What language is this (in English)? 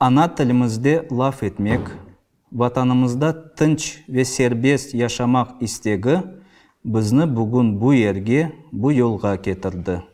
Crimean Tatar